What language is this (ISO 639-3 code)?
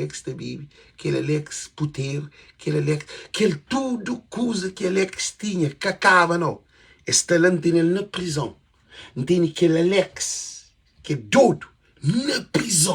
kea